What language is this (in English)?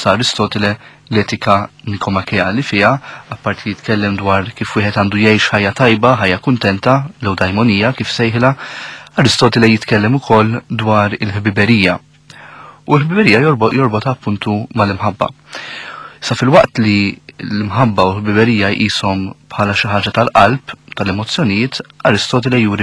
Maltese